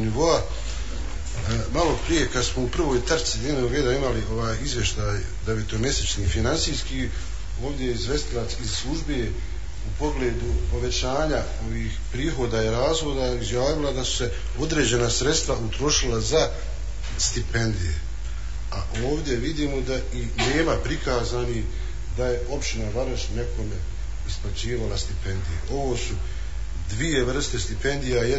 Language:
Bosnian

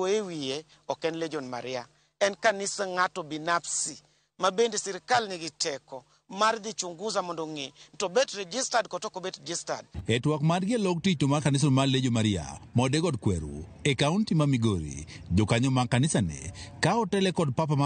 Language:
Luo (Kenya and Tanzania)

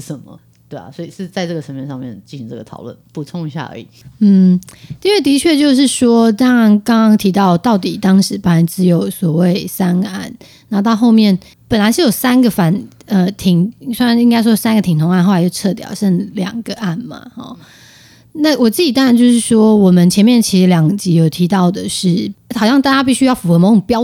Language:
Chinese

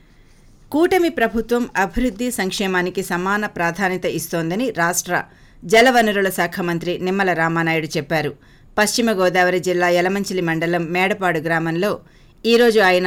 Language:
Telugu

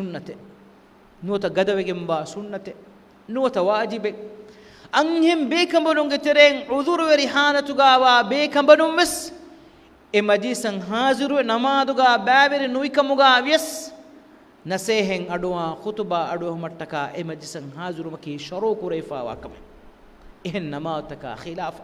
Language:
Divehi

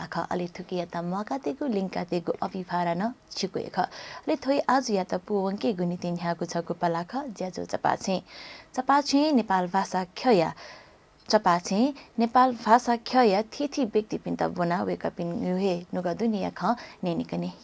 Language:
Newari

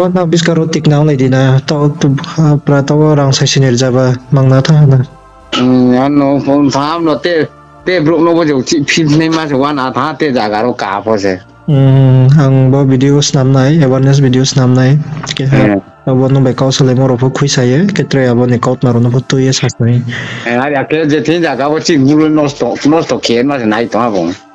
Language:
Riang (India)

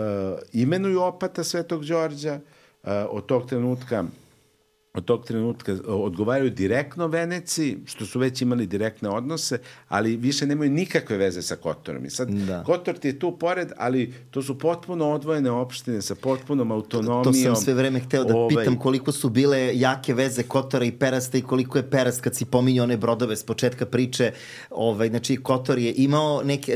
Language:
Serbian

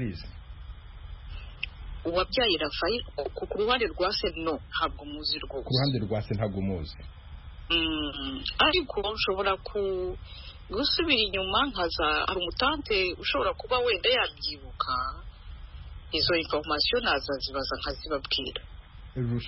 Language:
Kinyarwanda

